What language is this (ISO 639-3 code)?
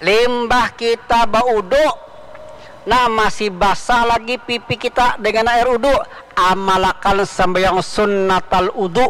bjn